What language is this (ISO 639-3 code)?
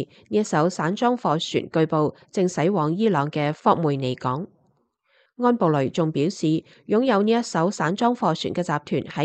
yue